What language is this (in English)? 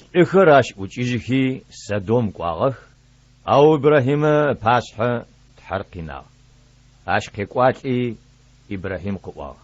Adyghe